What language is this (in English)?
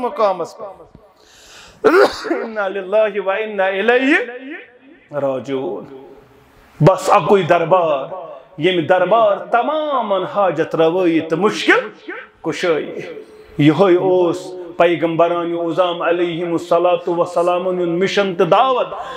Kashmiri